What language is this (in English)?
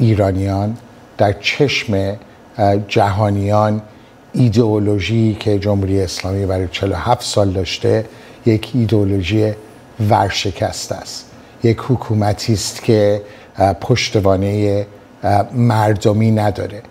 Persian